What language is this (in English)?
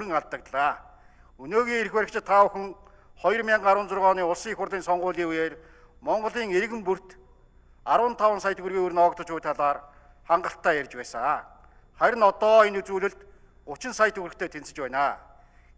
Mongolian